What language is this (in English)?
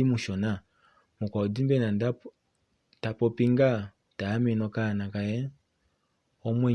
Kuanyama